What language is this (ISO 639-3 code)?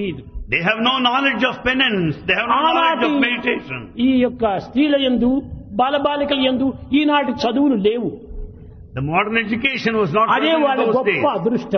tel